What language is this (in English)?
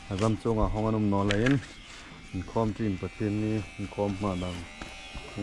Hmar